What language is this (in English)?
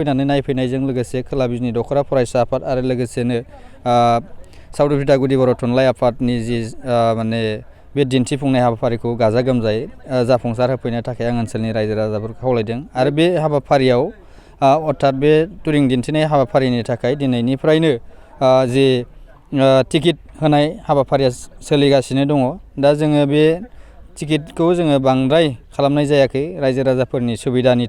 Bodo